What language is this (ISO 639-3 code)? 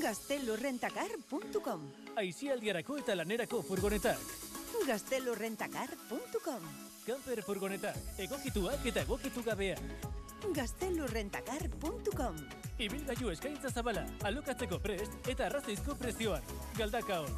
eus